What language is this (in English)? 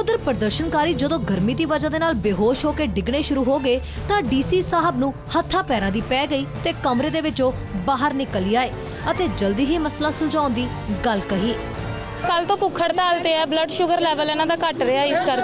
Punjabi